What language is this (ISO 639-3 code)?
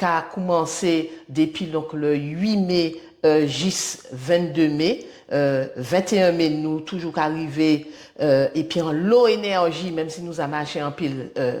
gcf